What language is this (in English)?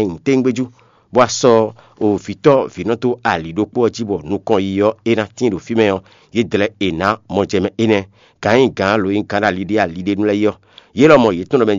Fon